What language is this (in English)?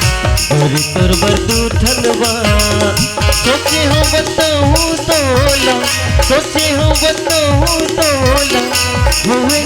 Chhattisgarhi